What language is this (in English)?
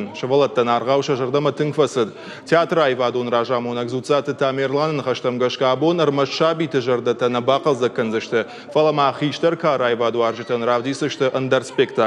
Ossetic